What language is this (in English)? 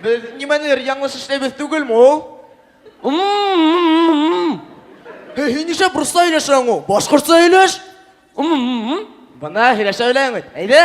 Bashkir